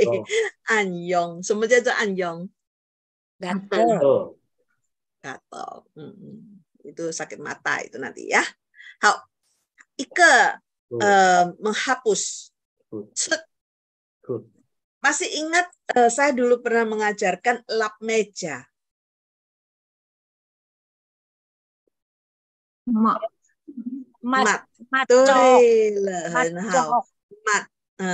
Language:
Indonesian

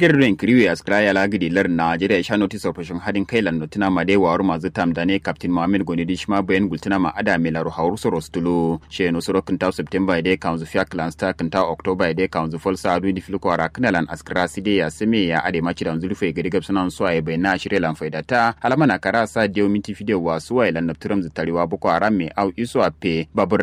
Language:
Kanuri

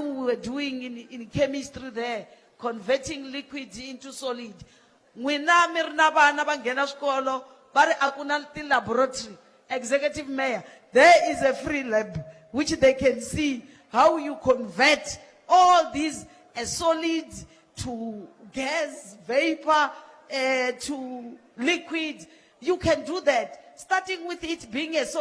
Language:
Tsonga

